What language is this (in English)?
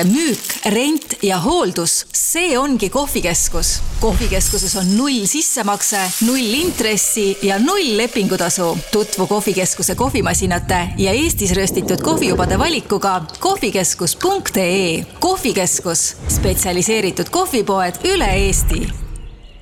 Estonian